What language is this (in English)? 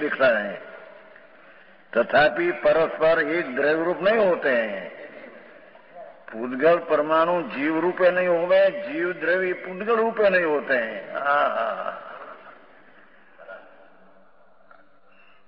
Gujarati